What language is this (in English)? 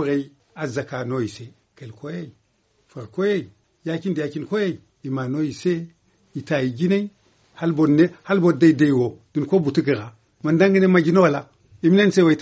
Zarma